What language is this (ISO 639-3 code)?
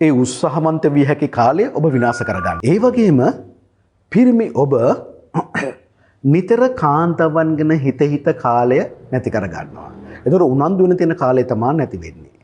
sin